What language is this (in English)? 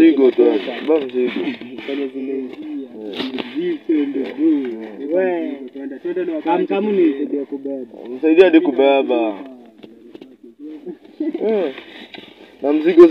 Swahili